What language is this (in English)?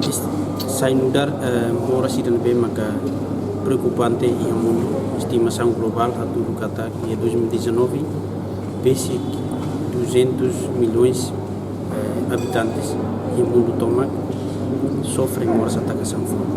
Tetum